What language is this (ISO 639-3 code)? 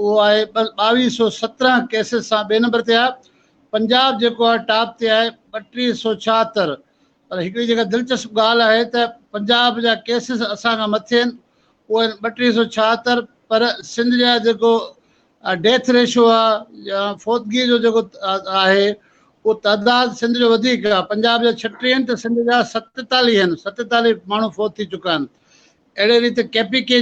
snd